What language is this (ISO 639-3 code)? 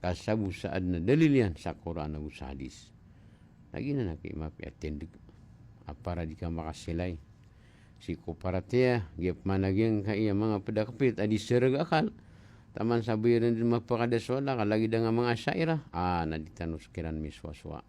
mrw